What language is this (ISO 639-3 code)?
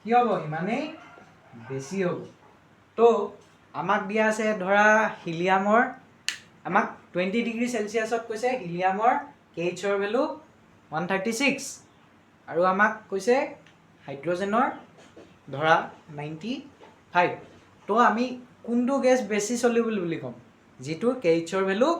asm